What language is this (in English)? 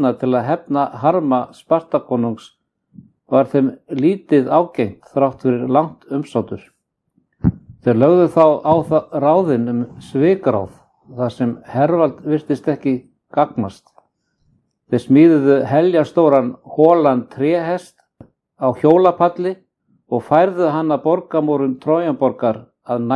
Icelandic